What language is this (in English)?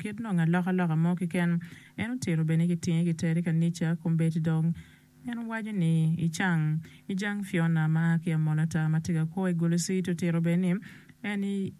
Acoli